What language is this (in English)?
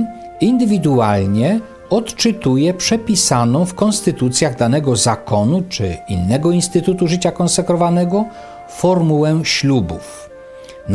Polish